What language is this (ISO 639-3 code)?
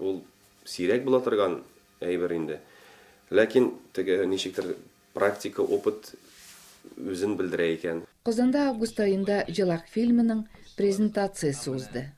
tat